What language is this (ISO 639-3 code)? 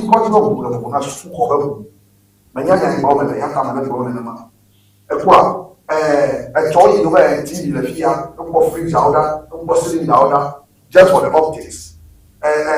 ewe